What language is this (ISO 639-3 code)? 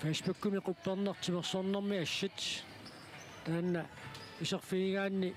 kal